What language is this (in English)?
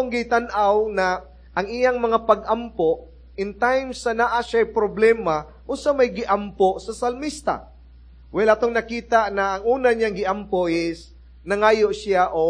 Cebuano